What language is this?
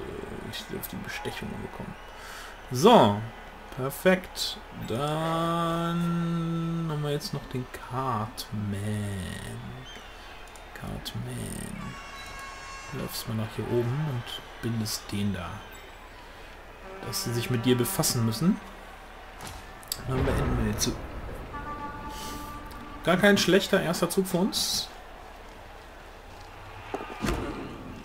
German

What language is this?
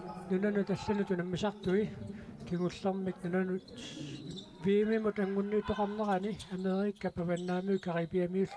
Kalaallisut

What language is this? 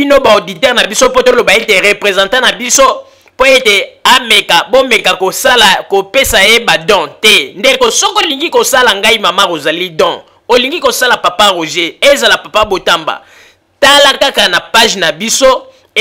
Lingala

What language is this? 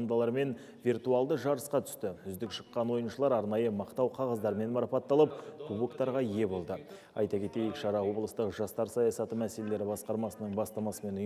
Kazakh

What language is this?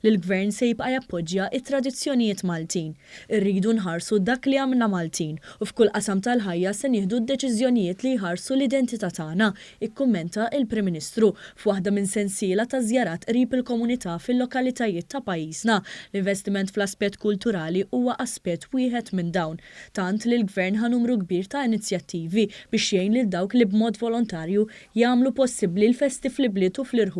Maltese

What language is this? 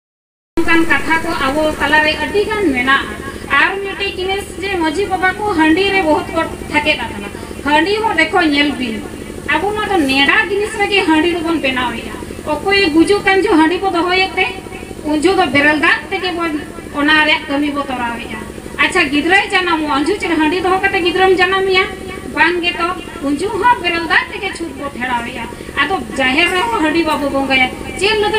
Santali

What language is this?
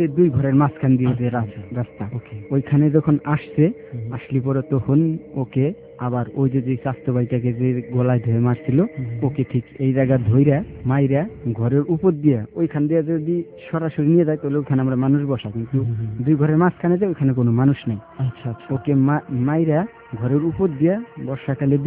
Bangla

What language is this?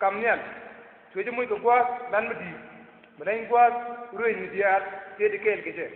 Nuer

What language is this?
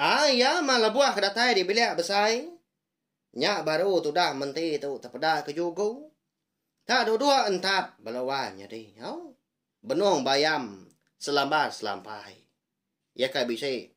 Iban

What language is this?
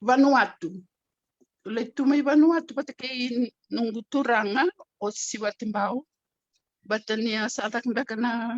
Fijian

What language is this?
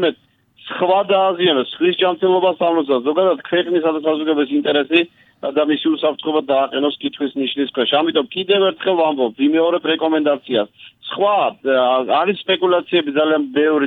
Georgian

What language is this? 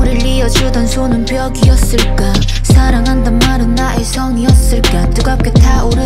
Korean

